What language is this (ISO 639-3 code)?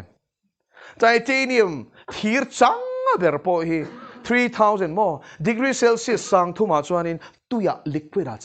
lus